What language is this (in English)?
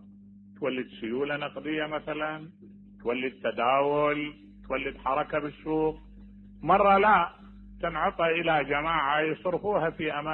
Mesopotamian Arabic